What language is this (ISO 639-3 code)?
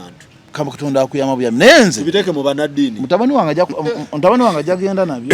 lug